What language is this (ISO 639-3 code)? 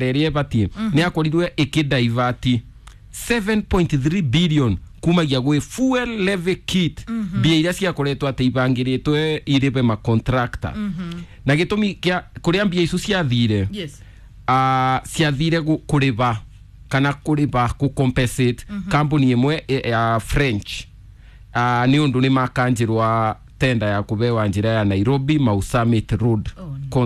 kik